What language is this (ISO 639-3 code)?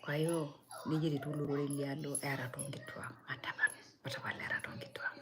mas